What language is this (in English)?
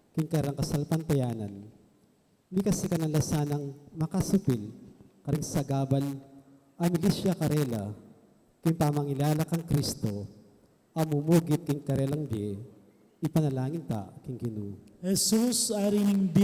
Pampanga